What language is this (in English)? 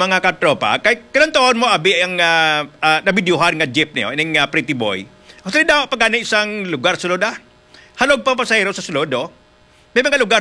Hiligaynon